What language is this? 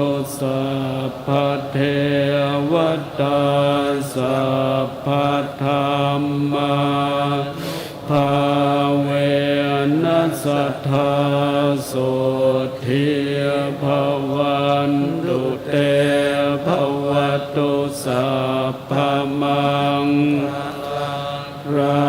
Pali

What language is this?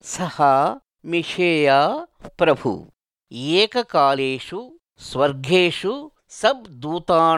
Sanskrit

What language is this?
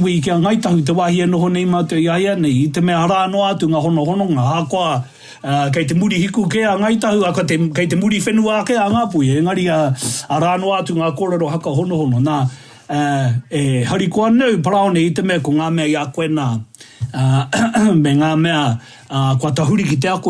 Māori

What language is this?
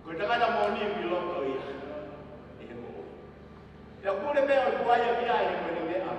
Tongan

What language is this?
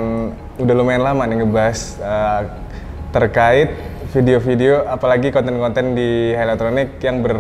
Indonesian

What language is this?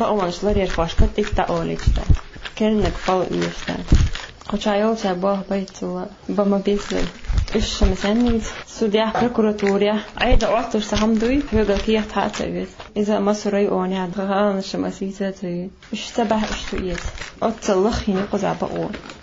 Chechen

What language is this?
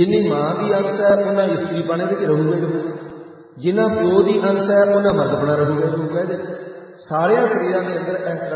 Punjabi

